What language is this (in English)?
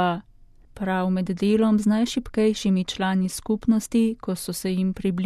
Slovenian